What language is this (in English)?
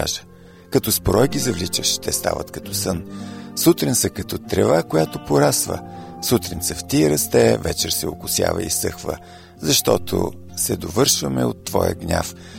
Bulgarian